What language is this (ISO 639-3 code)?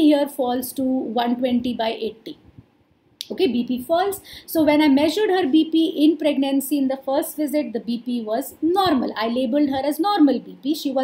eng